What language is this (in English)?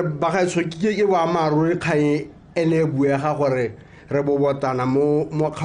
Tswana